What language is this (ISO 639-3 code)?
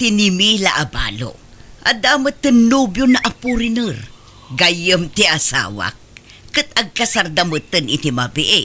ilo